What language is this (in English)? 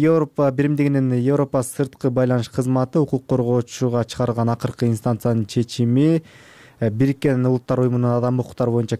Kyrgyz